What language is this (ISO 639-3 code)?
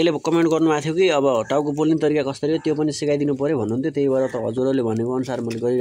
nep